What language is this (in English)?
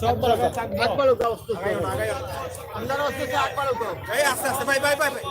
Sylheti